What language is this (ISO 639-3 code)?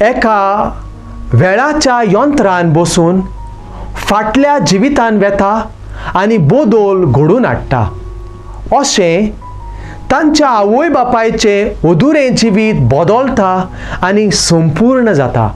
kok